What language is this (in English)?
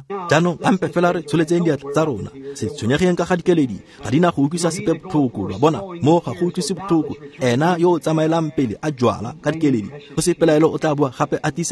Tswana